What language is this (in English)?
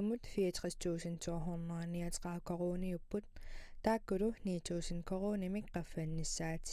Kalaallisut